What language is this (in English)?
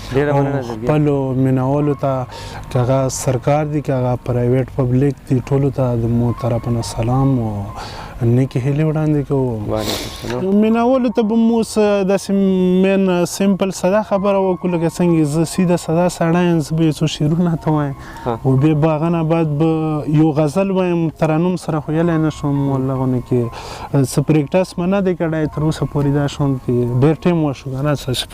Pashto